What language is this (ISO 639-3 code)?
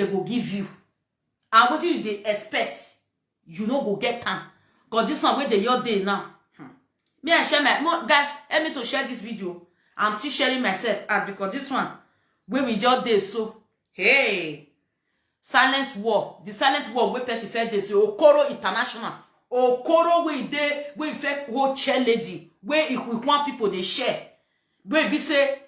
pcm